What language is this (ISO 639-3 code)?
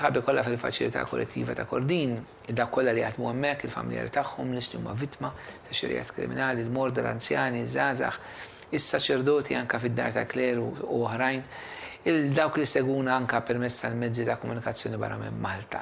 mlt